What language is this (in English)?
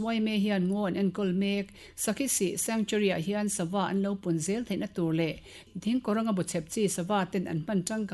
Mizo